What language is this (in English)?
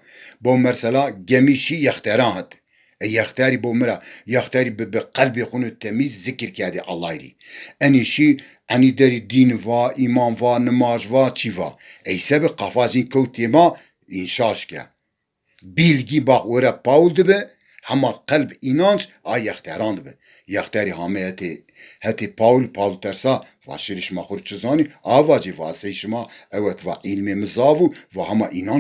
Zaza